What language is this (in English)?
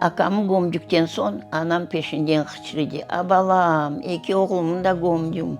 Crimean Tatar